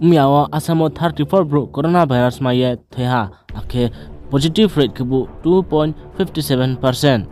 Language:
Riang (India)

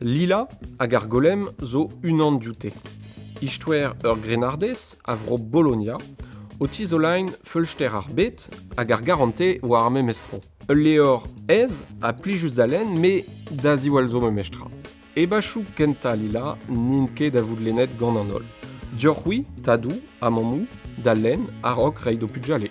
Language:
Breton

